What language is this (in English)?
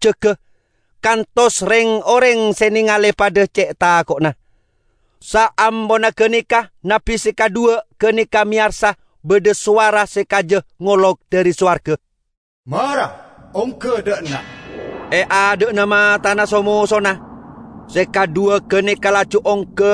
Madurese